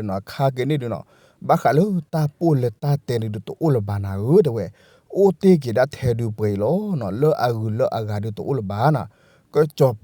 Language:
S'gaw Karen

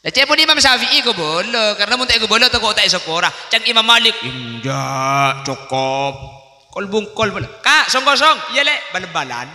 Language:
Madurese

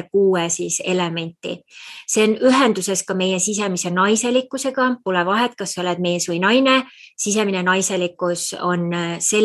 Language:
Estonian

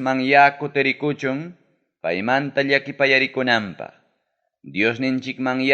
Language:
Ayacucho Quechua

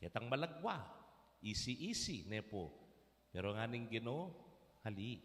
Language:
Pampanga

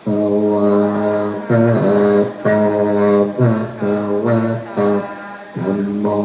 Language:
Pali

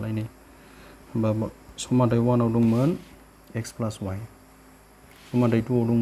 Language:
Bodo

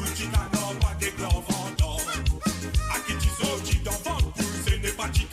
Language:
Morisyen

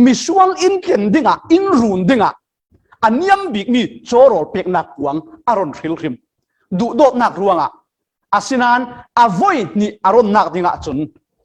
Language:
Falam Chin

